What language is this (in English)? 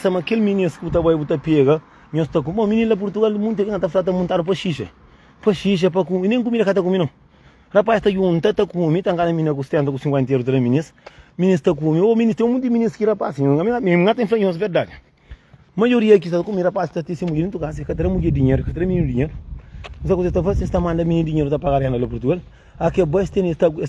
Kabuverdianu